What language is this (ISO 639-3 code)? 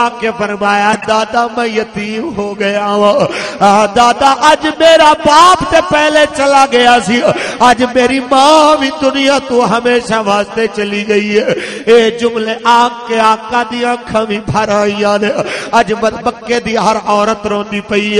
lah